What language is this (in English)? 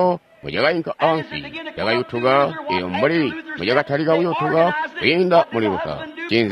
Tonga (Zambia)